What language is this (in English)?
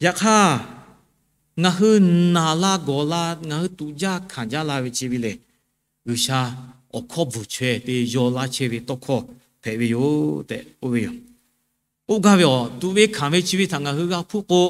Lahu